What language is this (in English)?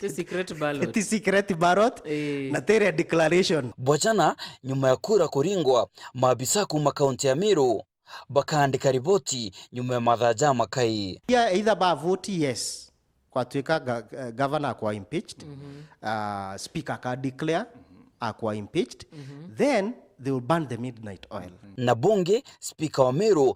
Meru